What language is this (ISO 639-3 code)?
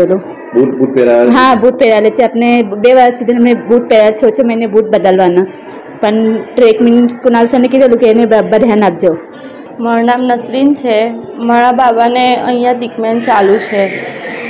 guj